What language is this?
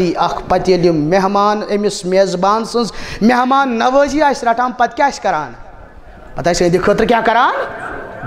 Kashmiri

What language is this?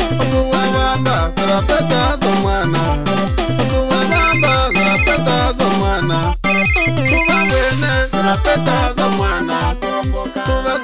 Swahili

